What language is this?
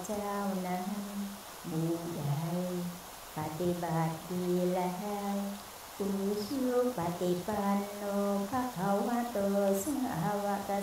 Thai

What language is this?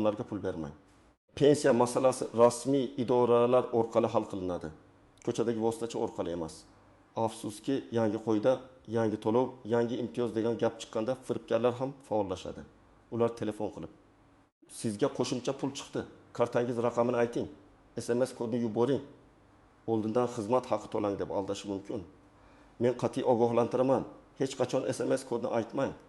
Uzbek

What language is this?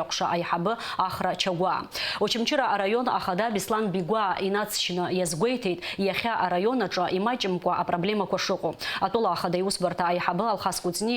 Abkhazian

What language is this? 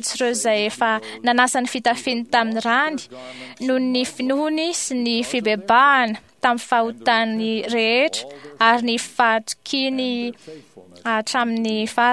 Malagasy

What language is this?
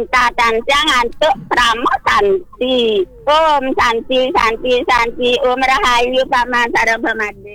Balinese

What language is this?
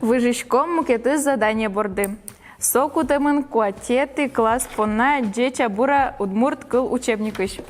Udmurt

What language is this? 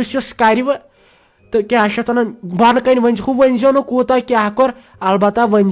Kashmiri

